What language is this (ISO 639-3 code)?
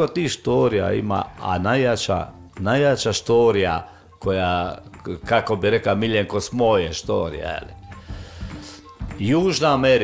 hrv